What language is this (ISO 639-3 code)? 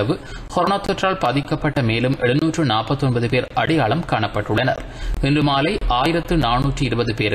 tam